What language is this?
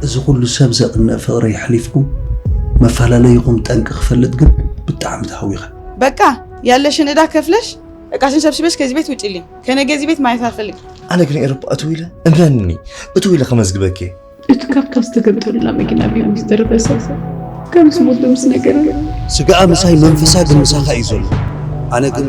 Tigrinya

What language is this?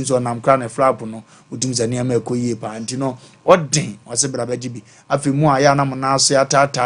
Akan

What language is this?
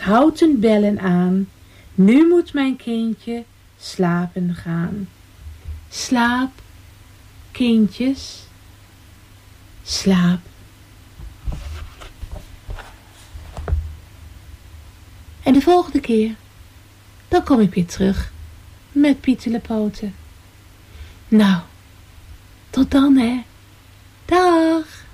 Dutch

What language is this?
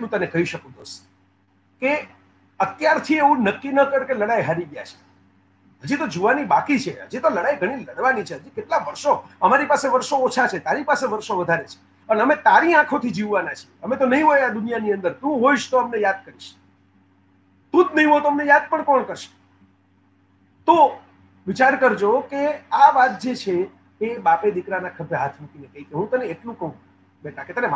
Gujarati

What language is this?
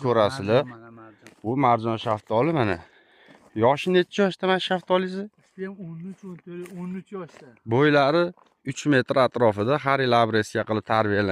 Uzbek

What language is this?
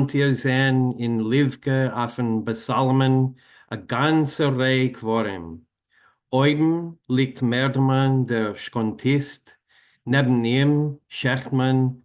Yiddish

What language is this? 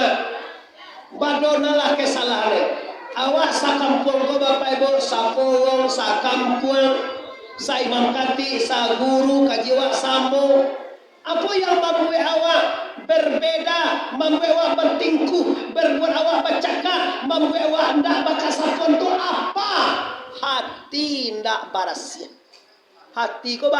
Minangkabau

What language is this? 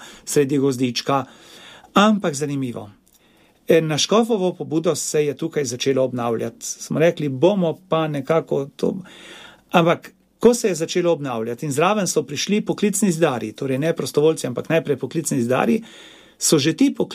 Slovenian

